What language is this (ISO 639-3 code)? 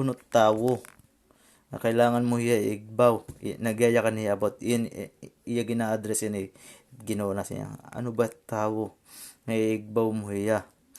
war